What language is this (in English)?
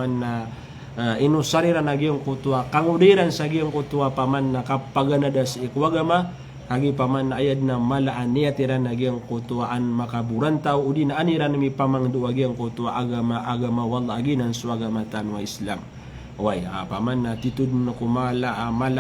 Maranao